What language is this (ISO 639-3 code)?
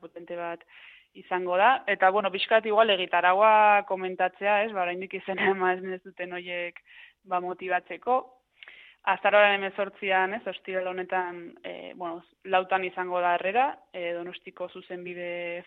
eus